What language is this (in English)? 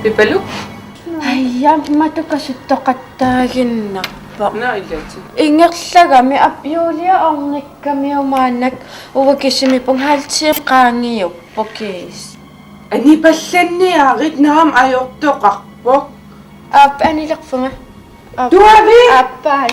Kalaallisut